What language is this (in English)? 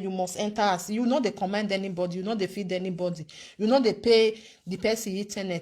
Nigerian Pidgin